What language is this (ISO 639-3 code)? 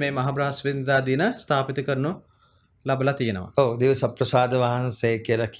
sin